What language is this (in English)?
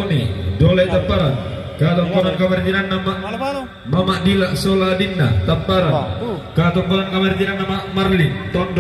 Toraja-Sa'dan